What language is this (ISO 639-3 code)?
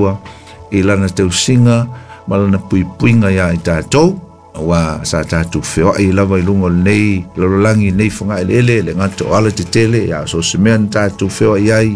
smo